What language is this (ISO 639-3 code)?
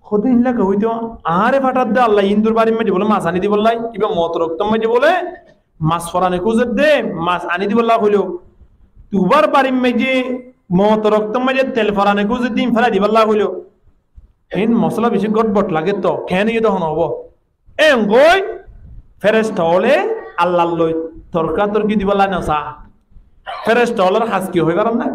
rhg